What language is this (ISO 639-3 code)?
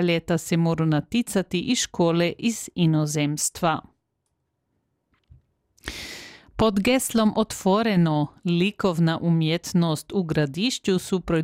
hrv